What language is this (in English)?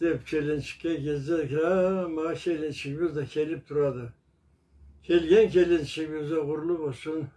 Karachay-Balkar